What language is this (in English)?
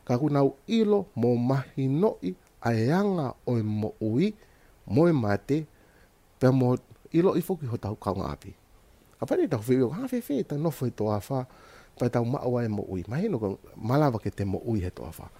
Tongan